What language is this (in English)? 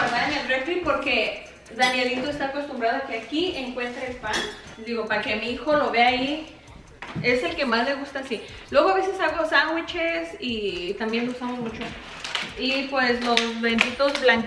Spanish